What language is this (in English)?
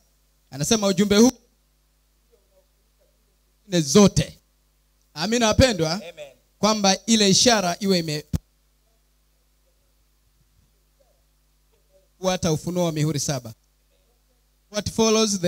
Swahili